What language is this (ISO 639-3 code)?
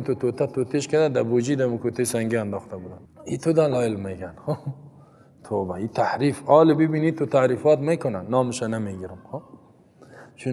fas